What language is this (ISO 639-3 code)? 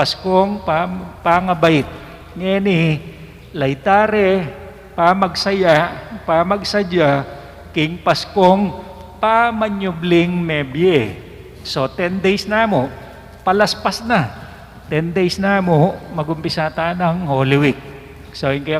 pam